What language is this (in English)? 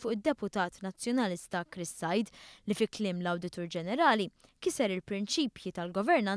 Maltese